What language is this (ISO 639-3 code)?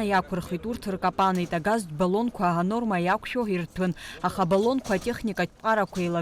abk